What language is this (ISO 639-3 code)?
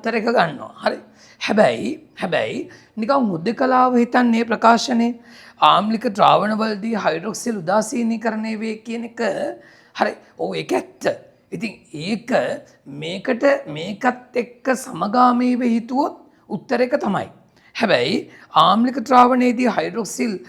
sin